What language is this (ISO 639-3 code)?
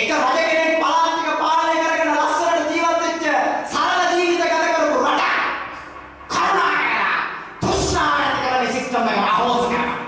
sin